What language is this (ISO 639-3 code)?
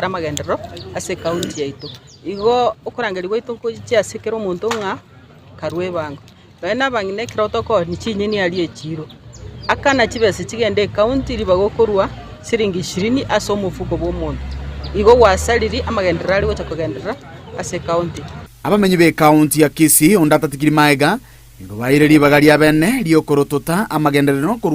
guz